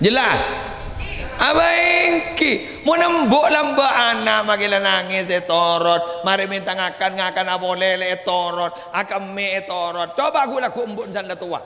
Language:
Madurese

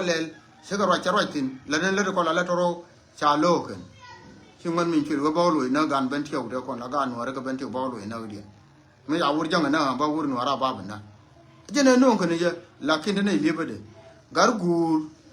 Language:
Nuer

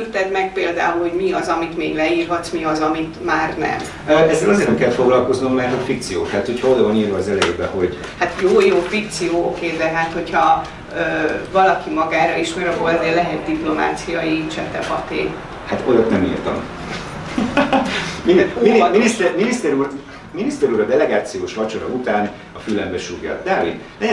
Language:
Hungarian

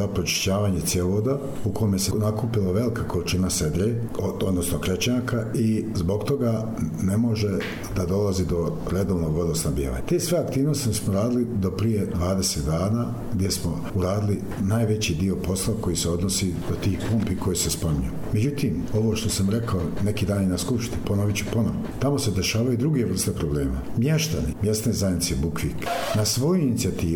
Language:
Bosnian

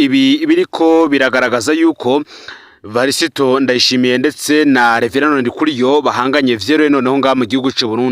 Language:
Rundi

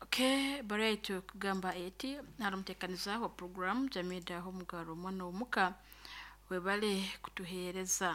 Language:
Nyoro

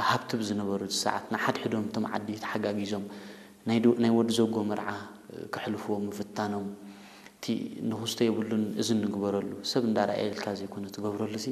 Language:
Tigrinya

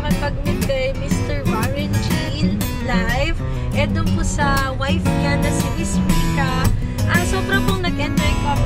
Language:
Filipino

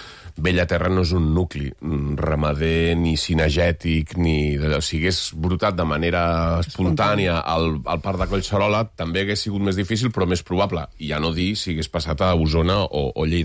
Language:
Catalan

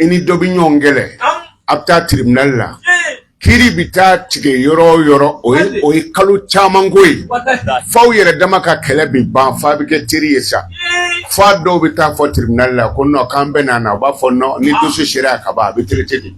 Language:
Bambara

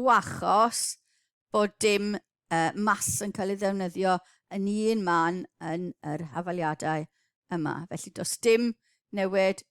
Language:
Welsh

